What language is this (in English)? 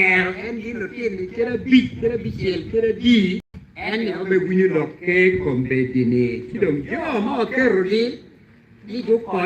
Acoli